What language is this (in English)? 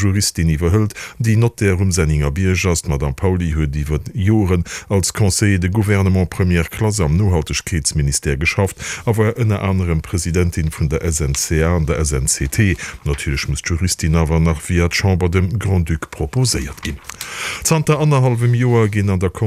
Luxembourgish